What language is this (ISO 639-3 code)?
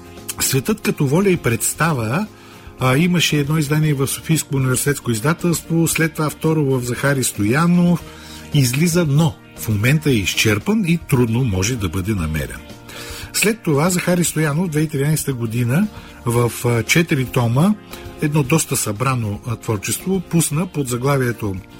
bul